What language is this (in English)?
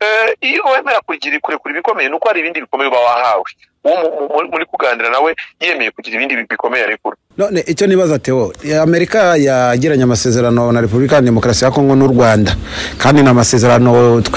Kinyarwanda